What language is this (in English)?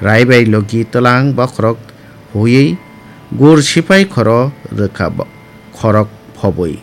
Kok Borok